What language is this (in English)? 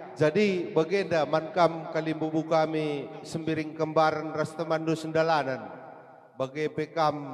Batak Karo